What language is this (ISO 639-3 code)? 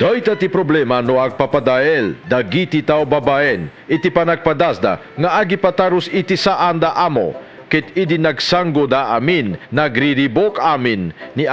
ilo